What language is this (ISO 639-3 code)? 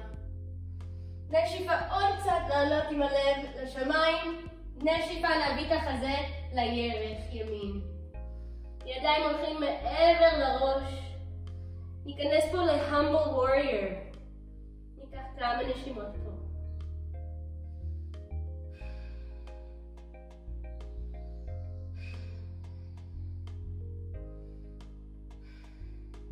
heb